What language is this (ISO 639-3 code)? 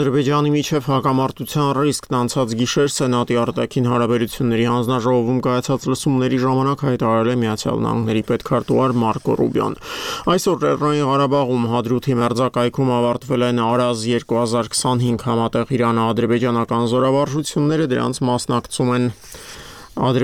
hye